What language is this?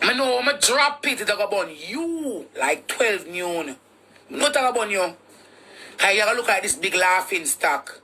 Jamaican Creole English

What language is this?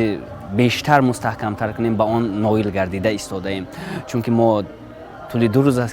Tajik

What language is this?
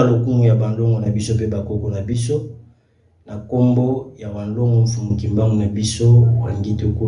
Lingala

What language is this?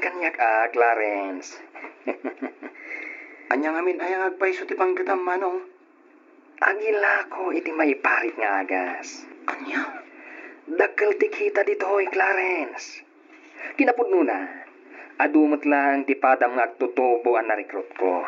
Iloko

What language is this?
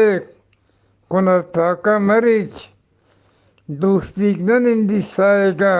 Eastern Balochi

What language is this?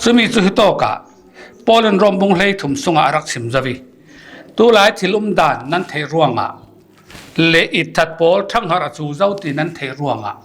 Falam Chin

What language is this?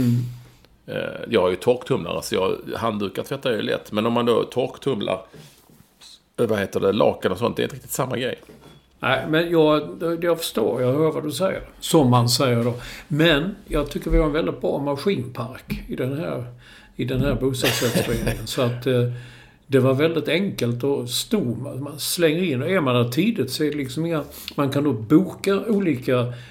Swedish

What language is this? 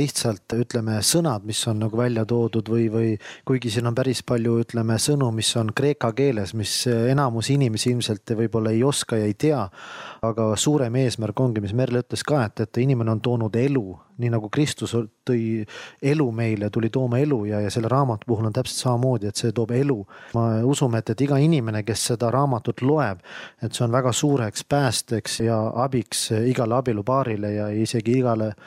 Estonian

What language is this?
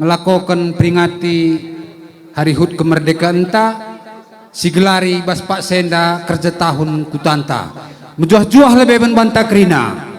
Batak Karo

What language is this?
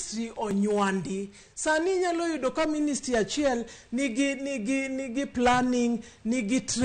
Luo (Kenya and Tanzania)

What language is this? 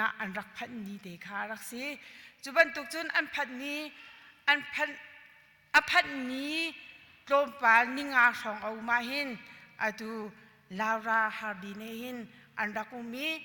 Hakha Chin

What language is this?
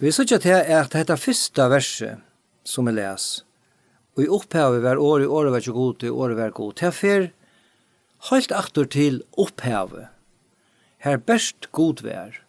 Faroese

